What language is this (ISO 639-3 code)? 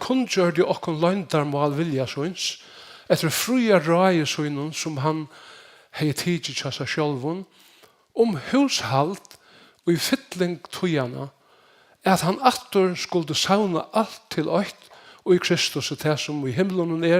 fao